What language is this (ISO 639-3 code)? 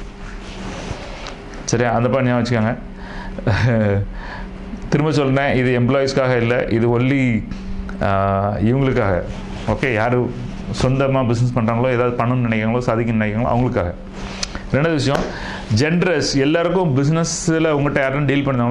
tam